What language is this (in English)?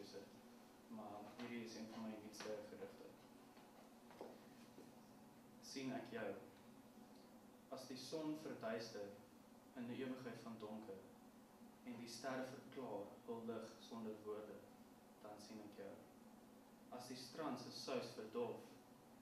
Afrikaans